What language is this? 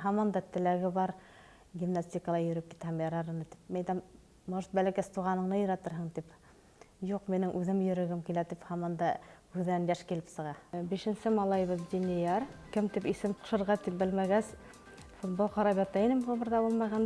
Bashkir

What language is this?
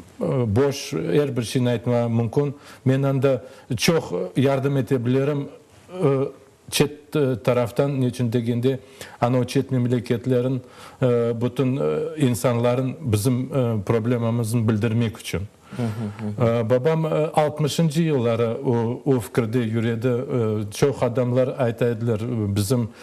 Crimean Tatar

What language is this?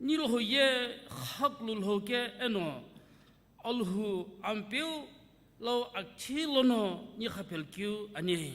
Sumi Naga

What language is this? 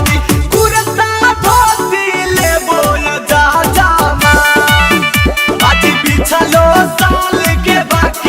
Magahi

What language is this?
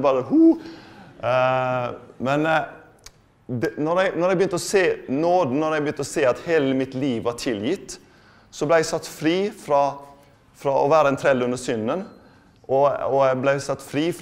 Norwegian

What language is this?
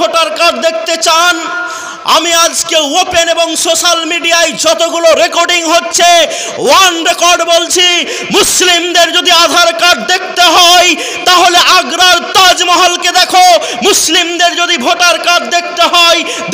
Bangla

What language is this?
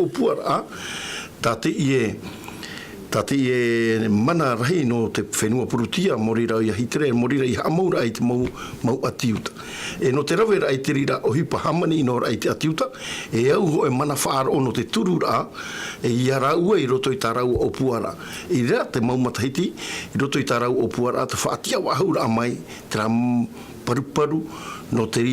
Tahitian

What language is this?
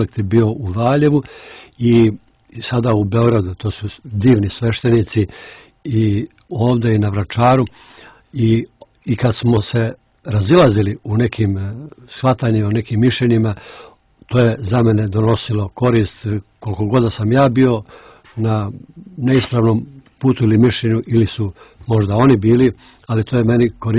Serbian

